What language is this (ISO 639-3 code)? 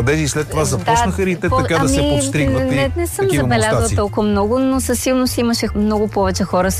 bul